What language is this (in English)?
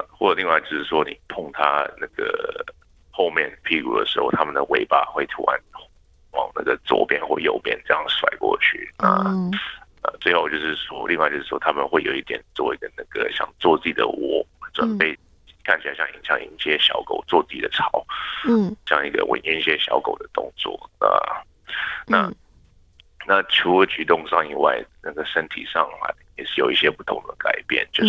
Chinese